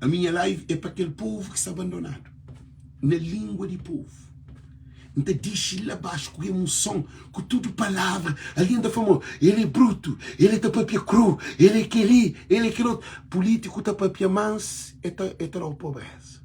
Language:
Kabuverdianu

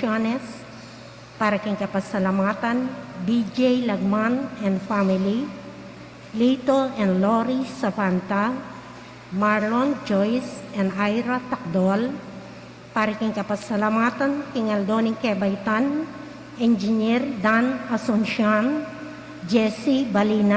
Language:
Pampanga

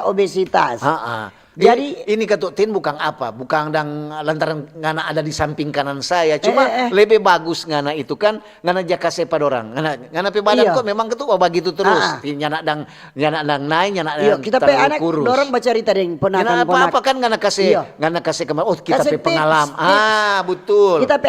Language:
Manado Malay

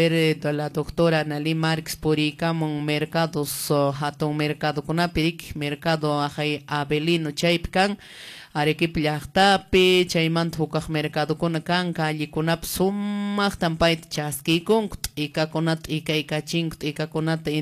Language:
Quechua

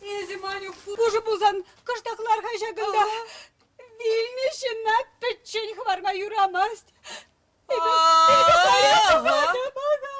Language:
Chuvash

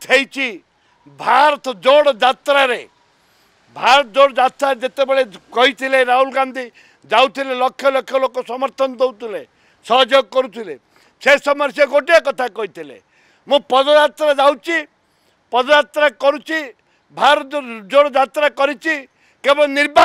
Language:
Odia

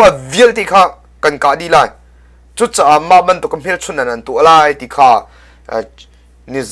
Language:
Hakha Chin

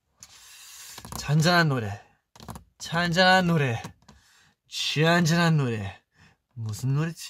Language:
Korean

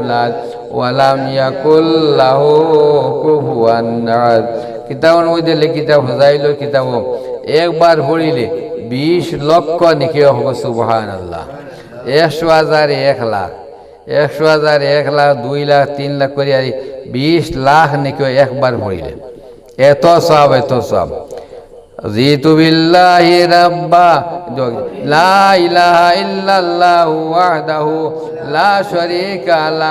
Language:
Sylheti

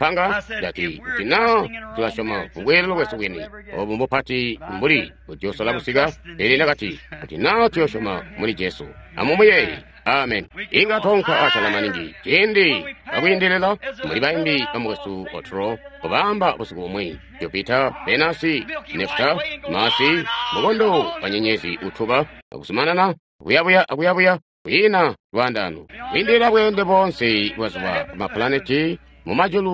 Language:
Tonga (Zambia)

